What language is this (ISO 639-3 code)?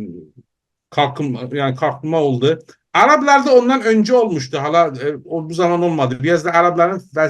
azb